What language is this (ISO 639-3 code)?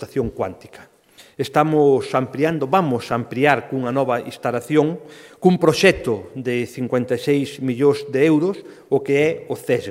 glg